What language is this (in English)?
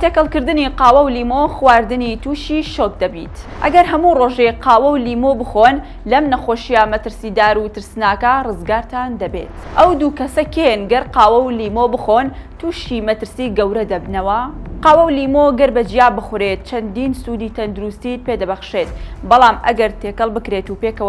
Central Kurdish